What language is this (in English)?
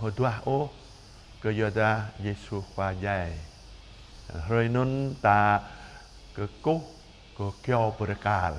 Jarai